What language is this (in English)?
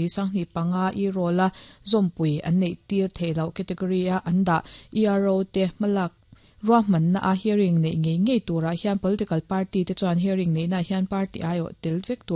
Mizo